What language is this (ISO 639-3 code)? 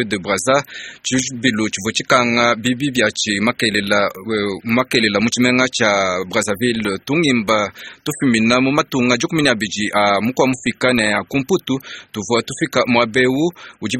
lua